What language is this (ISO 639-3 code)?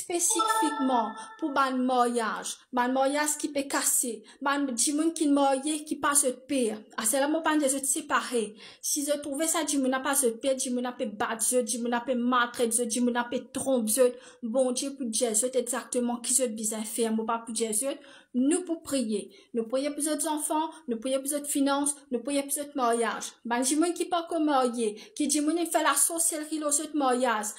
mfe